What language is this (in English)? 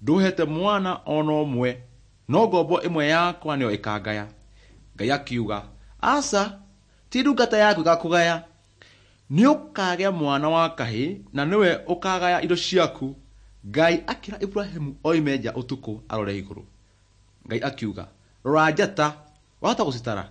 Kikuyu